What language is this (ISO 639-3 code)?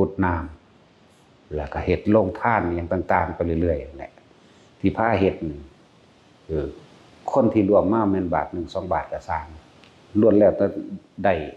tts